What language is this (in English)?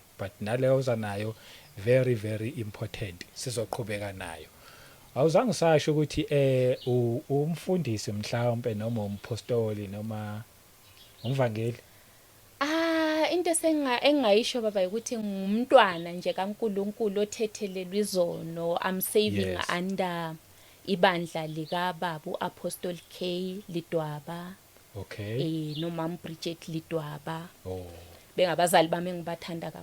Zulu